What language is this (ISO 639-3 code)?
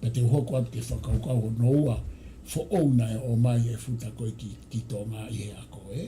ton